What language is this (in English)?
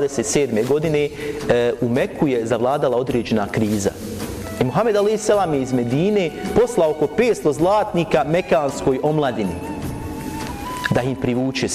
Bosnian